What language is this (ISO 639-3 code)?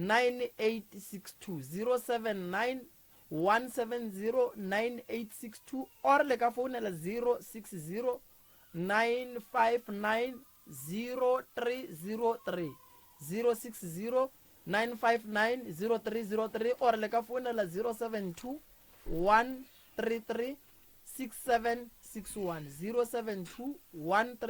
nso